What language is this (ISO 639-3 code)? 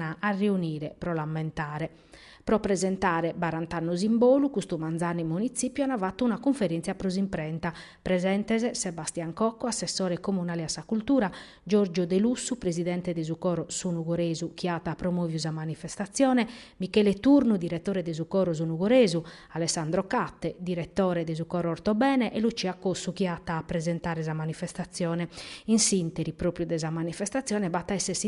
srd